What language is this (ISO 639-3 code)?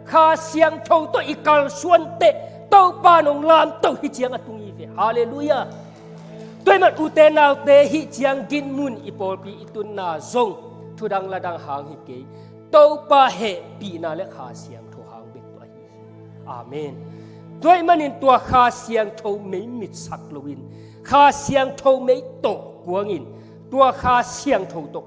ctd